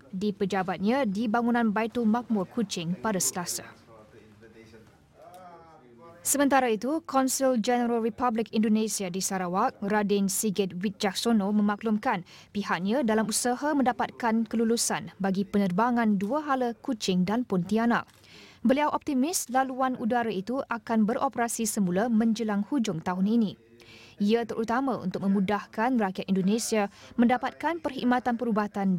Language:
Malay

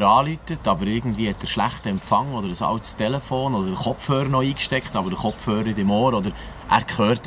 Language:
Swiss German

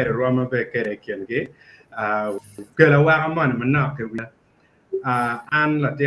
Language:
Acoli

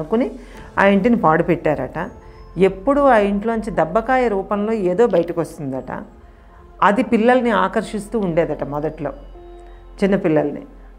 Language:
Telugu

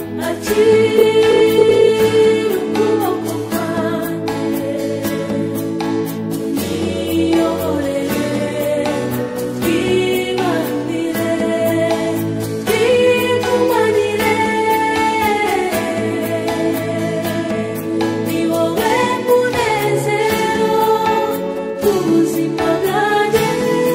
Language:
Kinyarwanda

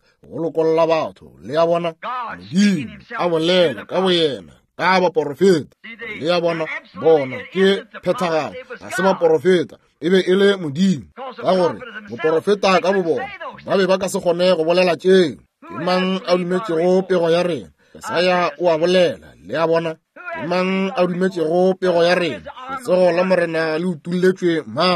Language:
Northern Sotho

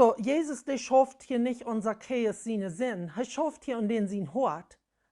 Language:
Plautdietsch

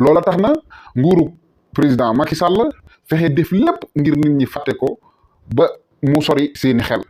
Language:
Wolof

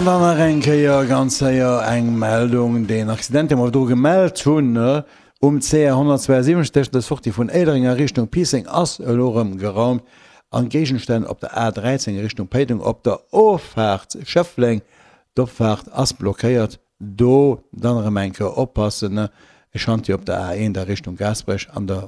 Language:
Luxembourgish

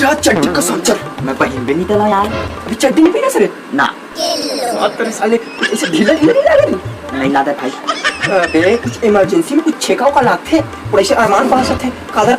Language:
Chhattisgarhi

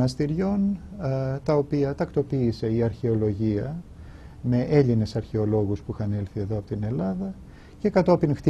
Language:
Greek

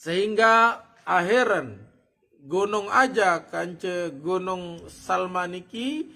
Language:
Sasak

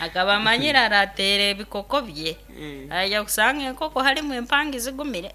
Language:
Nyankole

